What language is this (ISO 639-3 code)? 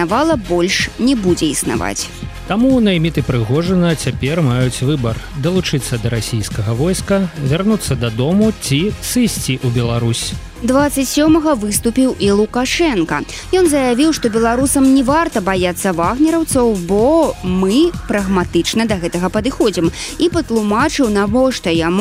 bel